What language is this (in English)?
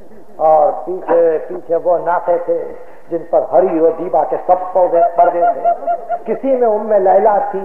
Urdu